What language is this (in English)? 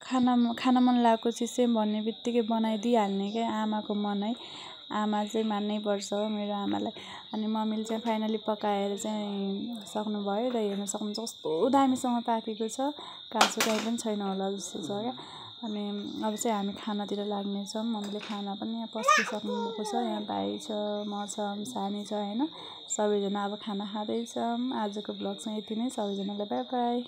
Nepali